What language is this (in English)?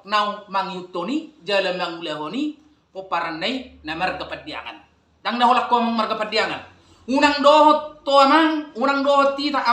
Batak Toba